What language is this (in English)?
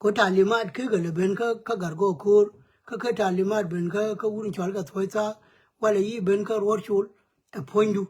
Nuer